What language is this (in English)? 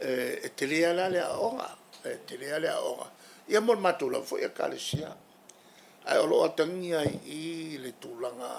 Samoan